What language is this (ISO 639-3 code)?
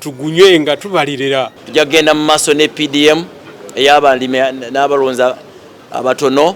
lug